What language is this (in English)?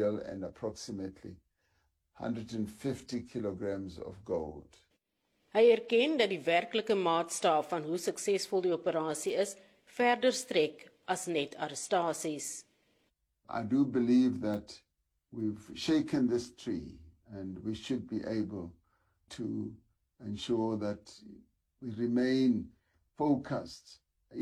Afrikaans